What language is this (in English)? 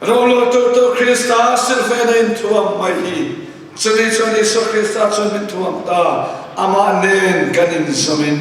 Mizo